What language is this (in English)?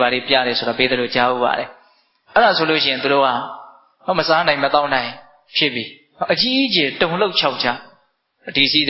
Burmese